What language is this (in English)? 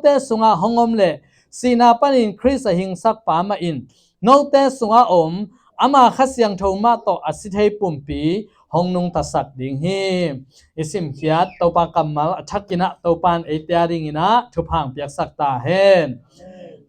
Tedim Chin